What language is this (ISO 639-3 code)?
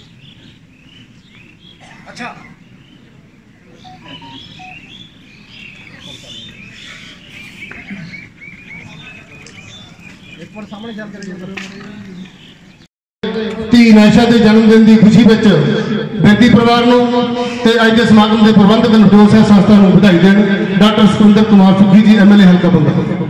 pan